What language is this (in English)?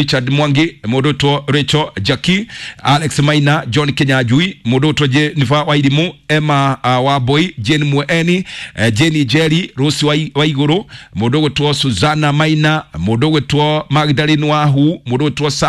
Kikuyu